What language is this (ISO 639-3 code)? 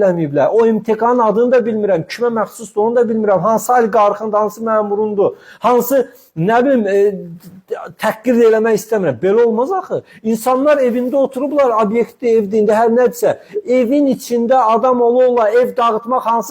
aze